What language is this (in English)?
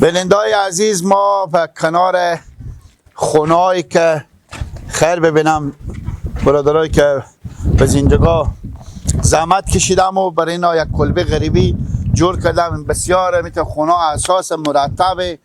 Persian